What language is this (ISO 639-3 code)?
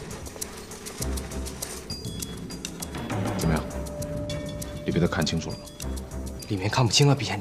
zho